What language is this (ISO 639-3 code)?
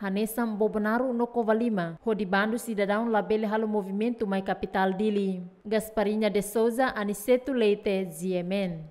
tet